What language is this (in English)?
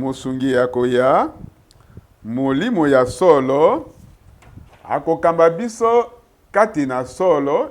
Lingala